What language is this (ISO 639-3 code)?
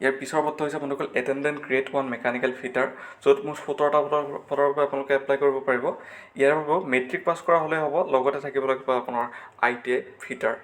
asm